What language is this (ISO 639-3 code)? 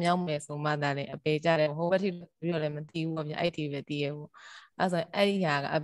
mya